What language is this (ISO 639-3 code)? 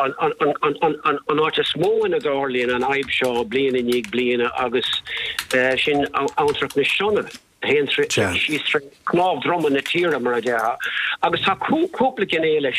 gle